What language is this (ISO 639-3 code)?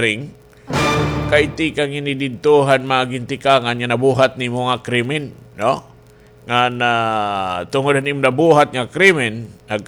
war